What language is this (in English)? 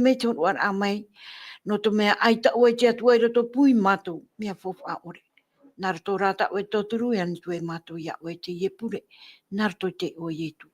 Tahitian